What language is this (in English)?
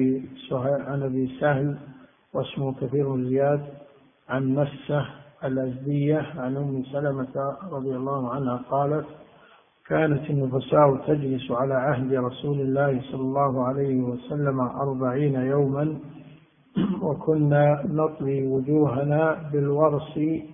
Arabic